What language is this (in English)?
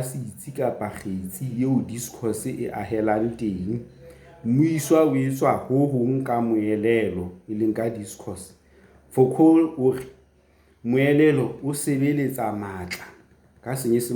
Southern Sotho